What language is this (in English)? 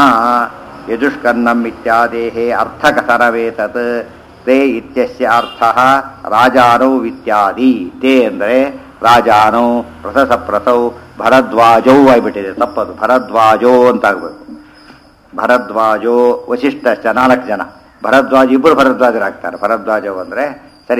Kannada